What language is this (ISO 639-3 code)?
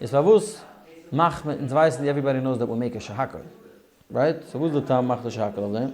yid